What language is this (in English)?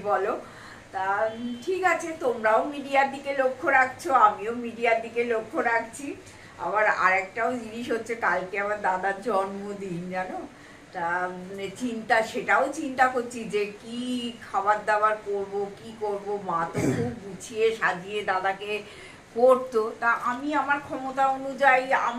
Bangla